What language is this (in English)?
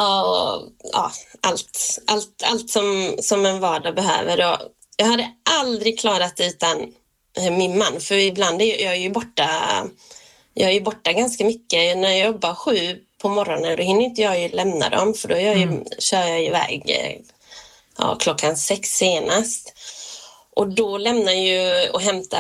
Swedish